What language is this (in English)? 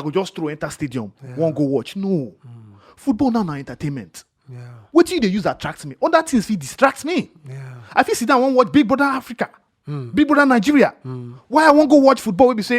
Nigerian Pidgin